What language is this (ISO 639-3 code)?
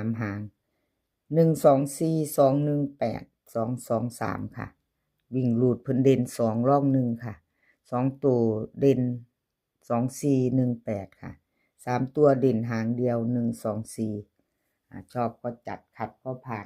tts